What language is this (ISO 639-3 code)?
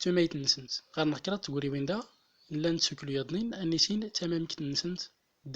tzm